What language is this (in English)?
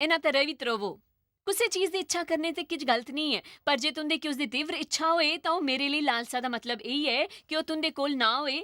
Dogri